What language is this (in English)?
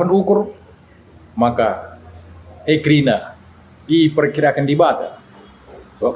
Batak Karo